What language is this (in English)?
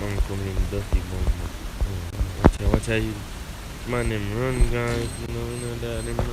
Jamaican Creole English